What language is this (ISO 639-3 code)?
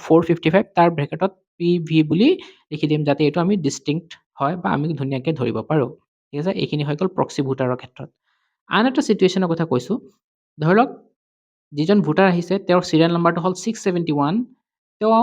asm